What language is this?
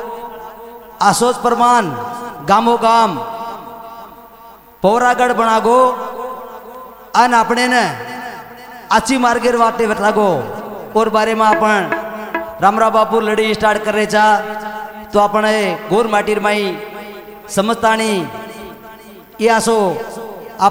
Lambadi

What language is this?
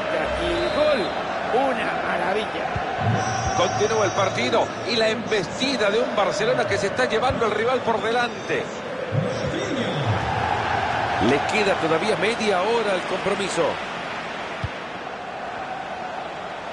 Spanish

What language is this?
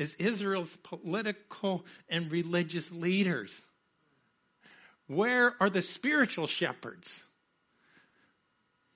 English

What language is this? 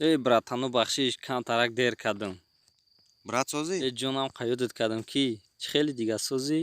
Tajik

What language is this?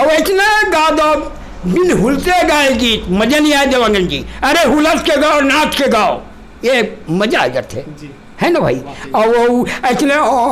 Chhattisgarhi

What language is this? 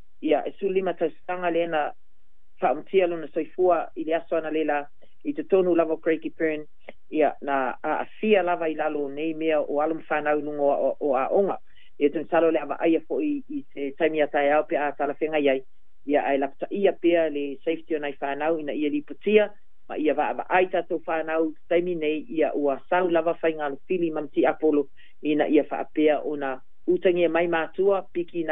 Samoan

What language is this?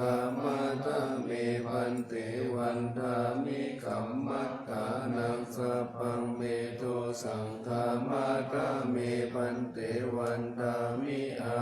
Pali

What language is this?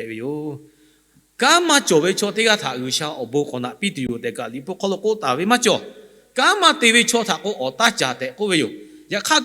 Lahu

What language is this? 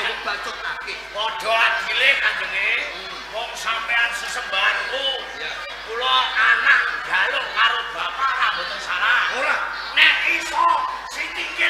Javanese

